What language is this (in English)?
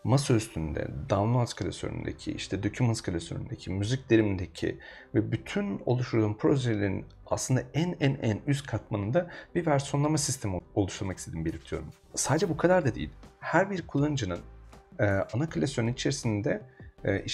Turkish